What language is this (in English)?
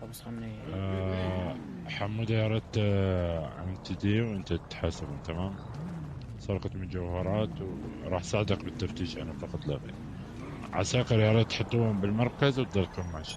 North Levantine Arabic